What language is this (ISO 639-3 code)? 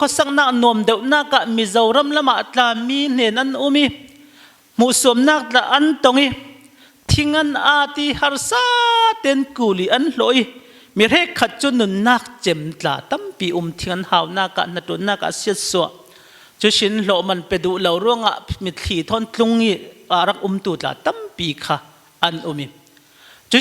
cfm